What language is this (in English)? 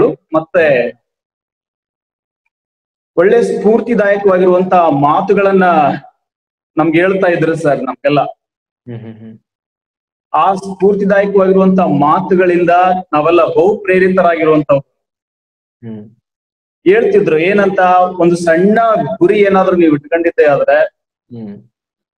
Kannada